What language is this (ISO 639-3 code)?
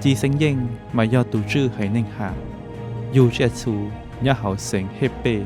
hmn